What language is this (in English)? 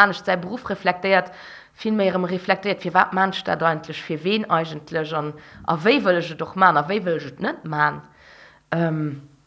Luxembourgish